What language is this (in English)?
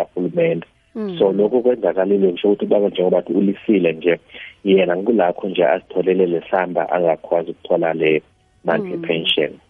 South Ndebele